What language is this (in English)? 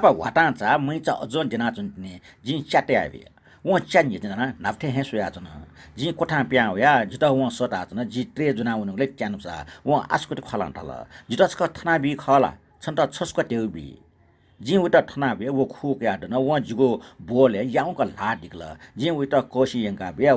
Newari